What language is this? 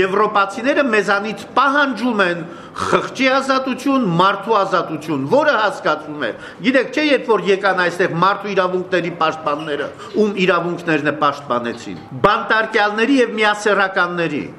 Armenian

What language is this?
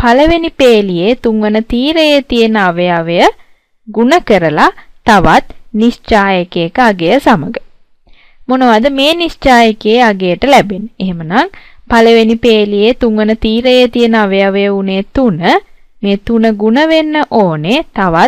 Sinhala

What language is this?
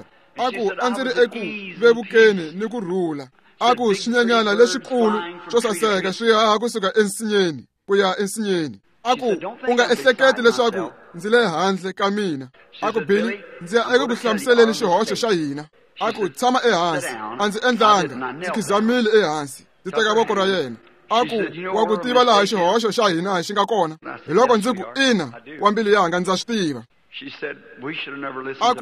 Tsonga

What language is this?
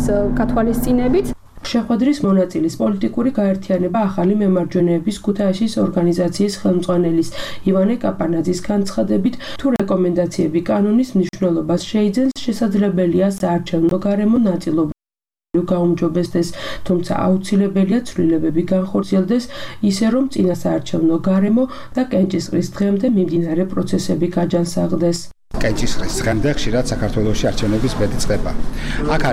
Georgian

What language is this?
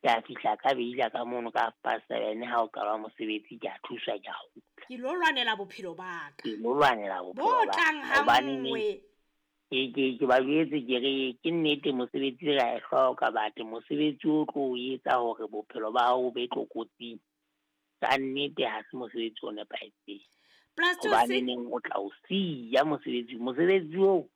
Southern Sotho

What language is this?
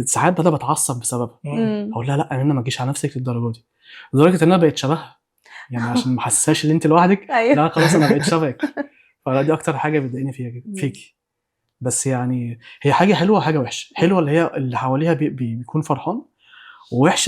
Egyptian Arabic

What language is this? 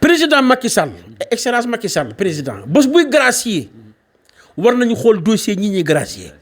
Wolof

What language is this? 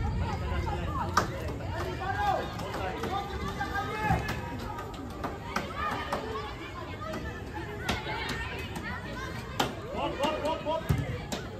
Filipino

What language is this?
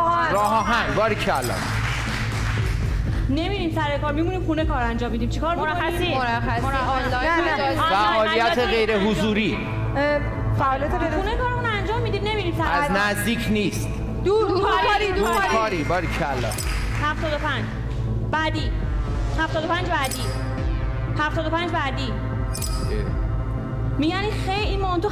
Persian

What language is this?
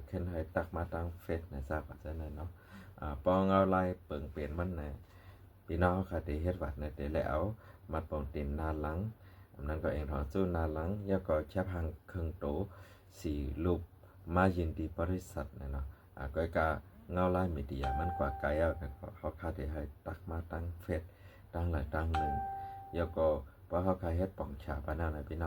Shan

